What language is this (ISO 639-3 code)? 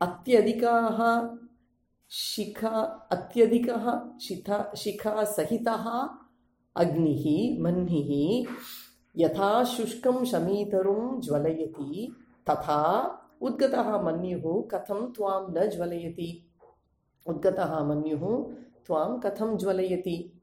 san